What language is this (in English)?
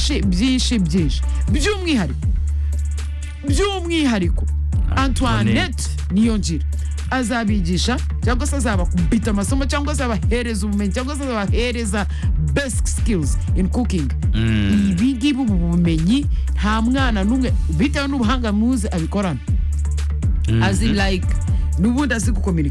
Kinyarwanda